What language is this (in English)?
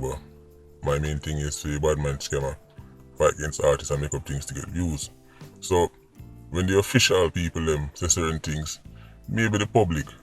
Jamaican Creole English